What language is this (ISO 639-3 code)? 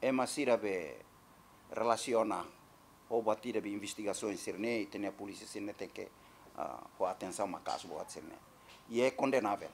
tet